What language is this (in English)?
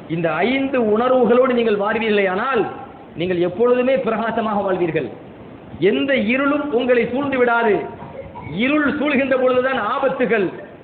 Tamil